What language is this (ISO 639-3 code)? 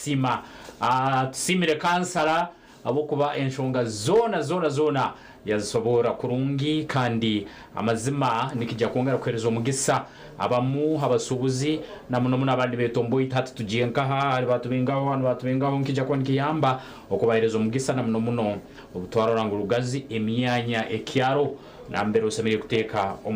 nyn